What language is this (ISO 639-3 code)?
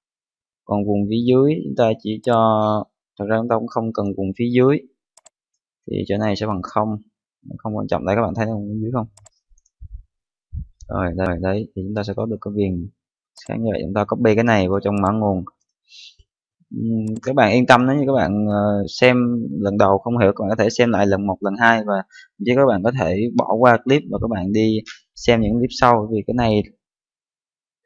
vie